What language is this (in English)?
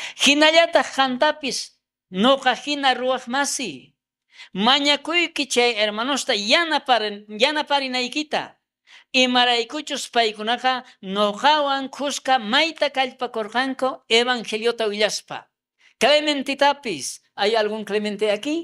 South Bolivian Quechua